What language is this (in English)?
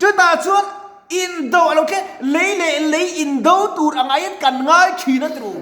Mizo